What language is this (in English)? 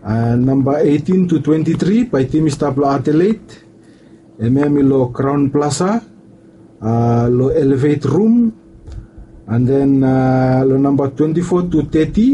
Bislama